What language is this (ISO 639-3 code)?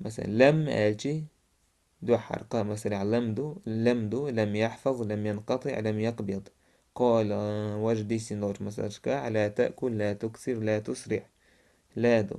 che